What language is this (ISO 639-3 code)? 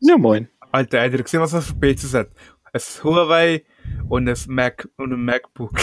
gsw